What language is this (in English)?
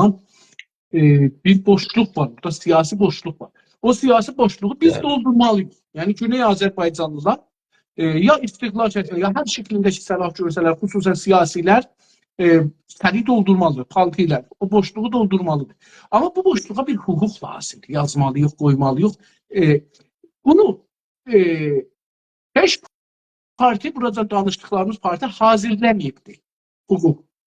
South Azerbaijani